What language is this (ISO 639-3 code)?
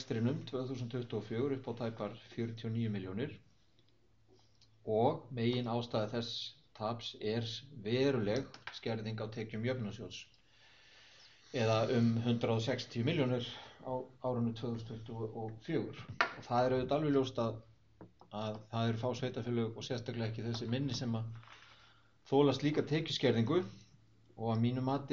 isl